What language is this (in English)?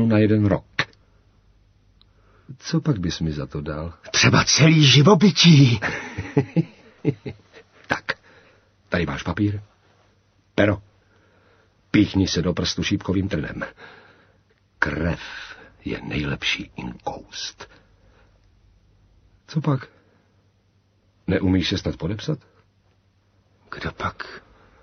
Czech